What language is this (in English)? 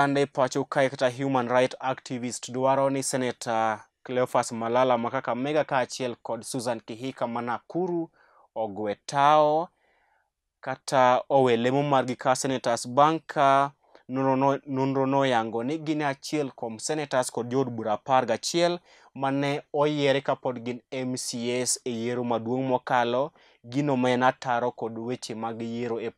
Luo (Kenya and Tanzania)